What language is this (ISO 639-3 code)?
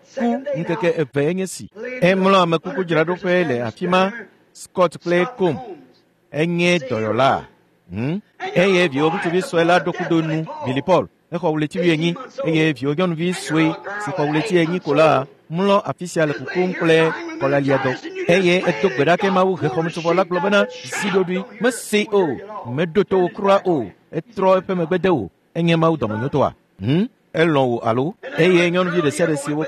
ewe